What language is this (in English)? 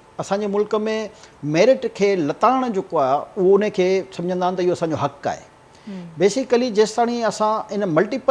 Sindhi